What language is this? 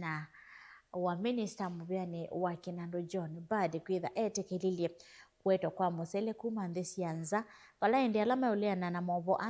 Kamba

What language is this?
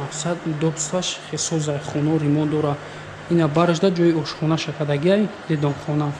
Tajik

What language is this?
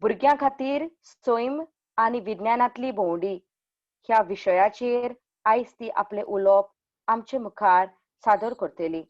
Konkani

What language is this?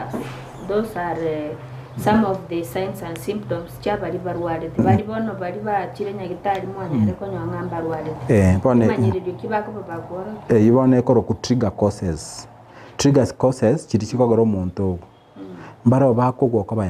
Gusii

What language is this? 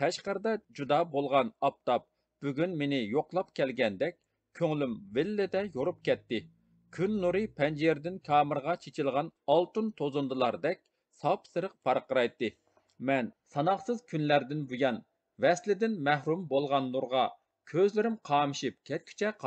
Uyghur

